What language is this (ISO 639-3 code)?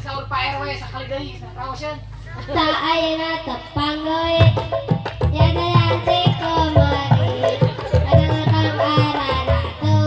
sun